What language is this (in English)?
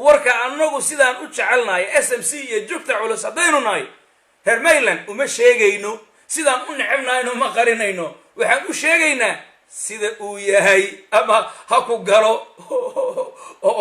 Somali